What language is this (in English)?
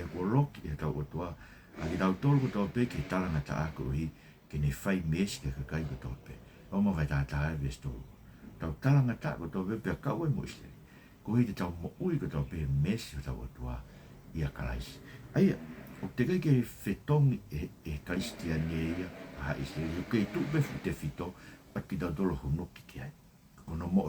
Tongan